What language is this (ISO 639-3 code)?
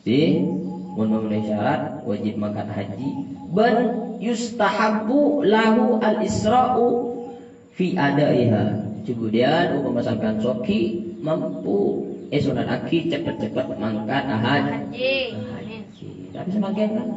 mad